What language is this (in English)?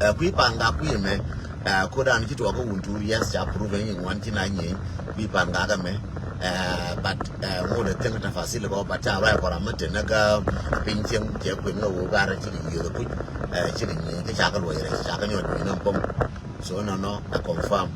Nuer